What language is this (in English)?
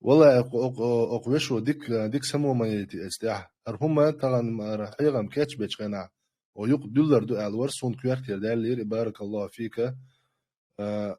Chechen